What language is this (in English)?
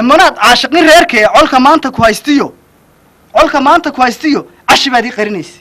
Somali